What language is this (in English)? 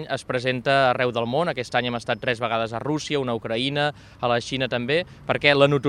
Catalan